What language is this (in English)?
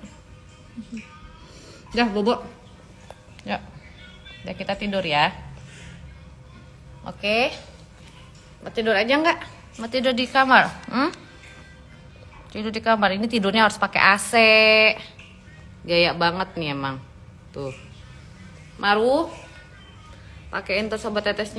Indonesian